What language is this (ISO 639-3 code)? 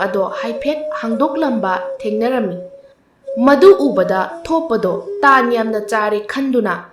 mni